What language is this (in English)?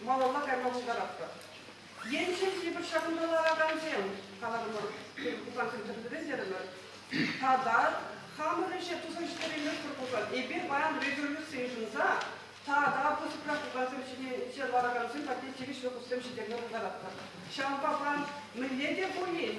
Chuvash